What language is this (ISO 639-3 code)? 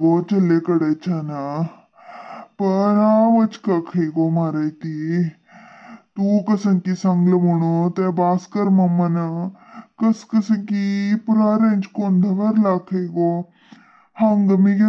kok